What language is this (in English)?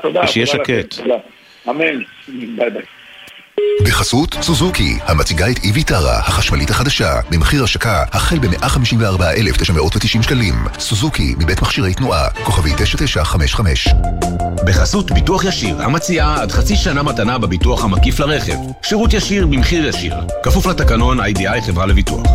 Hebrew